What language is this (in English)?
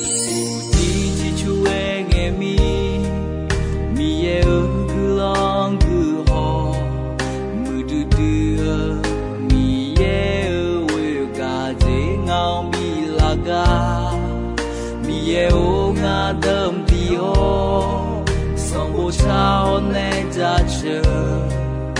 Akha